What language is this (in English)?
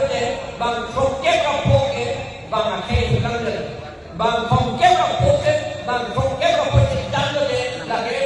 Karbi